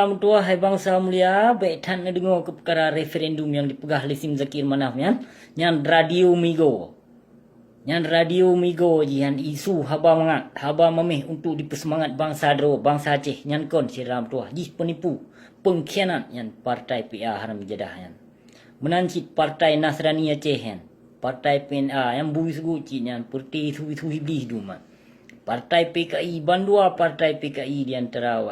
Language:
Achinese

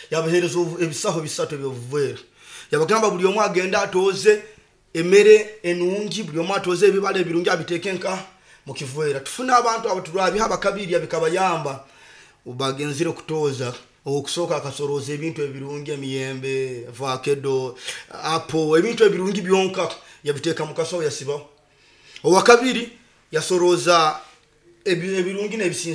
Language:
Nyoro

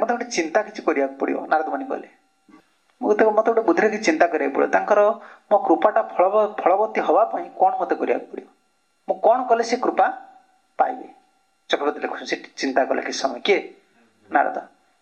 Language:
Odia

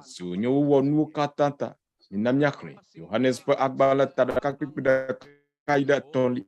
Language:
Ewe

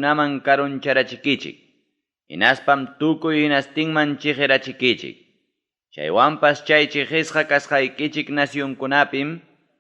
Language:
Ayacucho Quechua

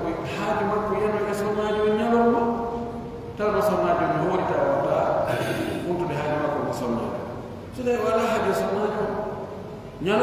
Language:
Pular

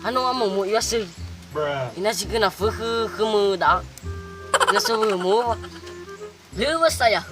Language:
Nias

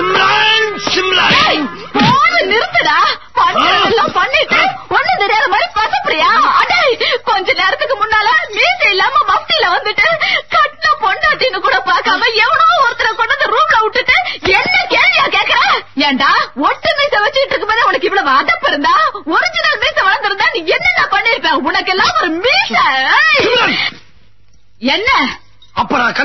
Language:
Tamil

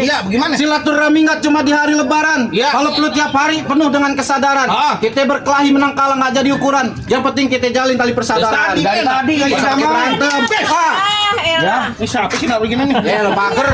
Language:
Betawi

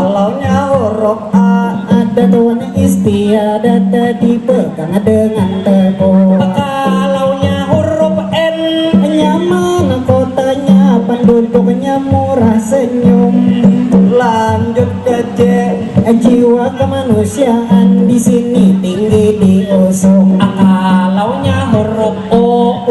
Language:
Banjar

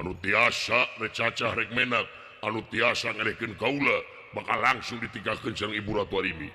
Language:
Sundanese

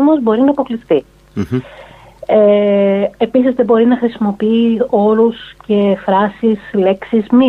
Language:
Greek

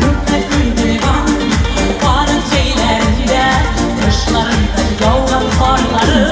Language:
Tatar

